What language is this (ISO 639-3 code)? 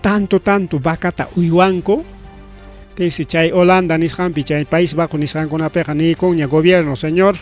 quy